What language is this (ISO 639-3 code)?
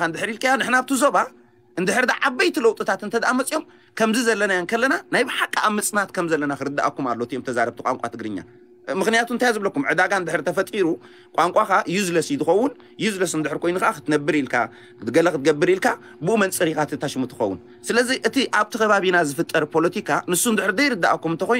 tir